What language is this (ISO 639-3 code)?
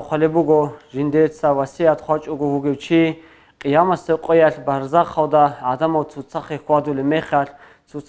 ava